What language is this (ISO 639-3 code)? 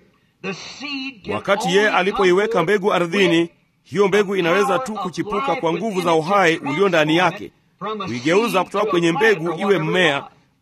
swa